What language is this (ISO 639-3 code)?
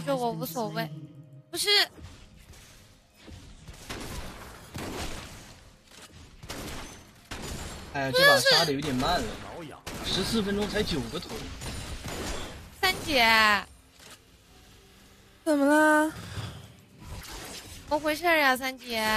zho